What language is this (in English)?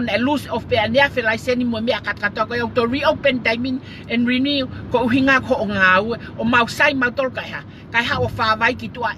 Tongan